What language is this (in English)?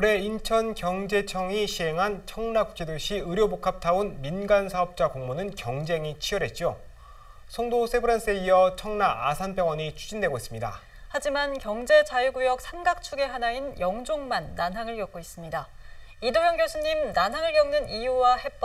Korean